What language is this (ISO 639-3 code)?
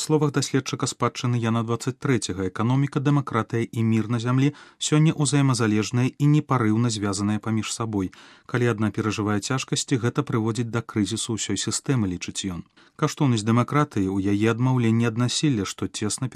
bel